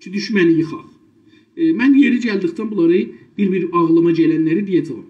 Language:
South Azerbaijani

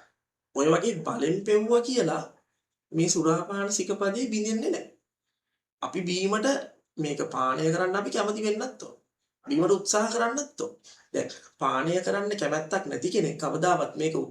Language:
Sinhala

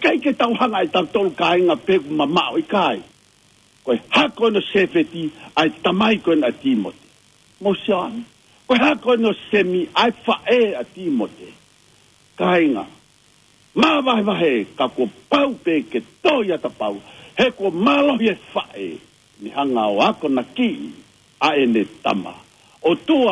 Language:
Tongan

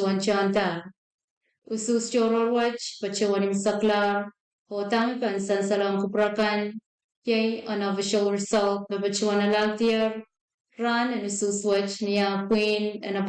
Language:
Pohnpeian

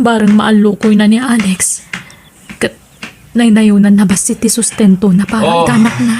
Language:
Iloko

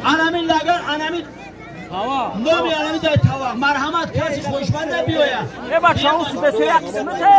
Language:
Tajik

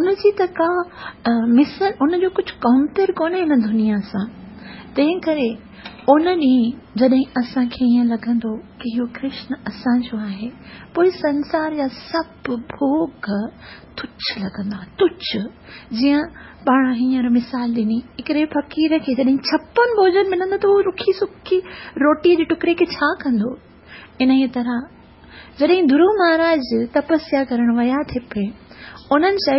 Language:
Sindhi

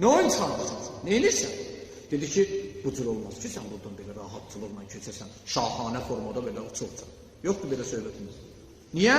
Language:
Azerbaijani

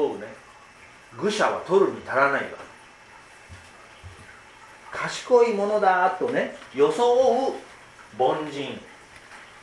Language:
Japanese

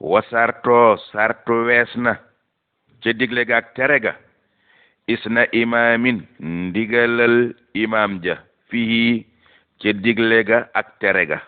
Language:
Wolof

